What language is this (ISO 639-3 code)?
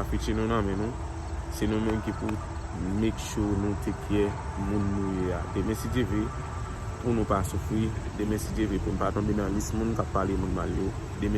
hat